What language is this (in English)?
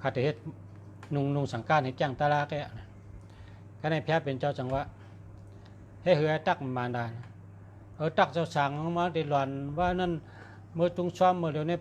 Shan